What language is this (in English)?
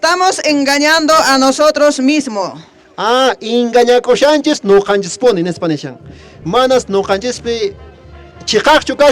Quechua